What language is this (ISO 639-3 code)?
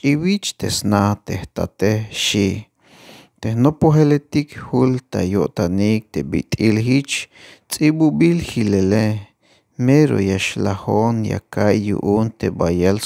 tzh